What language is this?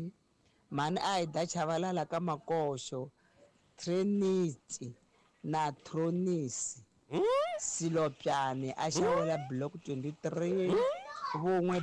Tsonga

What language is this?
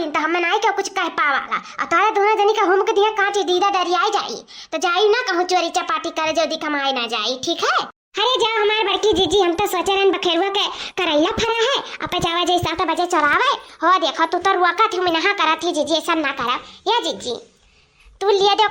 Awadhi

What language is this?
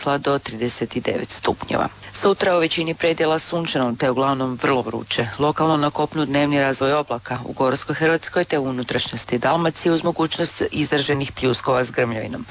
Croatian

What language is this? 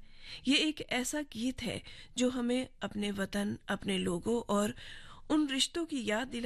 Hindi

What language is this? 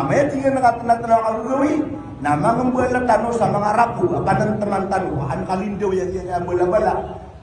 Maranao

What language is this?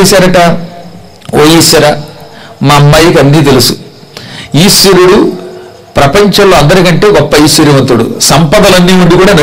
Telugu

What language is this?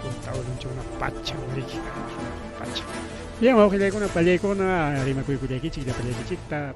Ayacucho Quechua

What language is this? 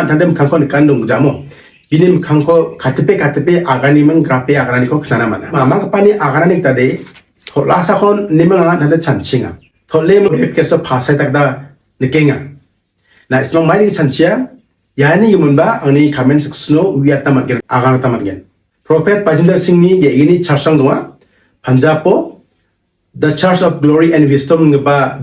Garo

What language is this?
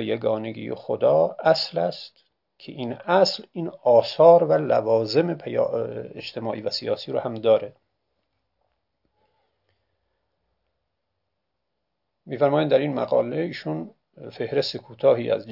Persian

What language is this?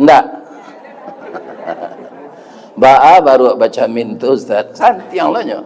Minangkabau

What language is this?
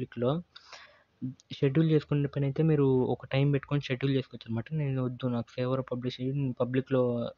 Telugu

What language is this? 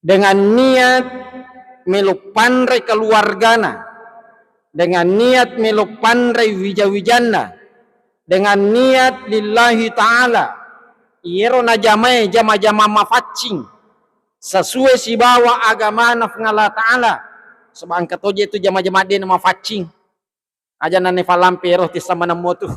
Buginese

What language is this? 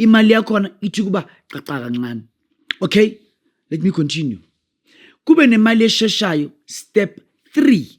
Zulu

